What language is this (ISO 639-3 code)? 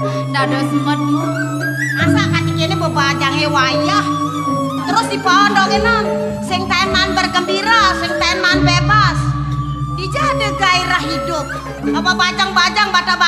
ban